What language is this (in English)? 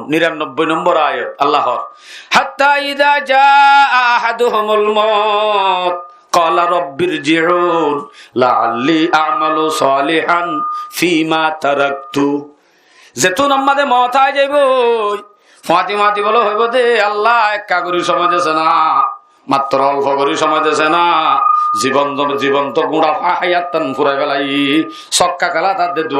Rohingya